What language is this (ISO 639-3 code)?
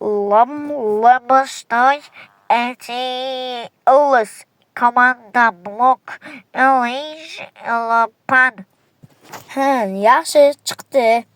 uzb